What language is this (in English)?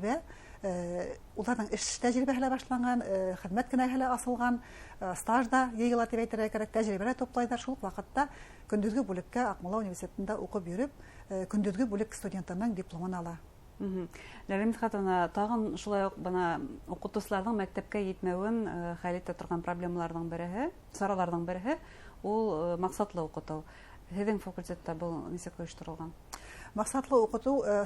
Bashkir